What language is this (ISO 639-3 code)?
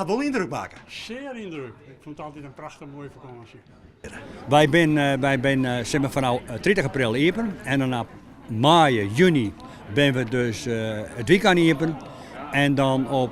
fry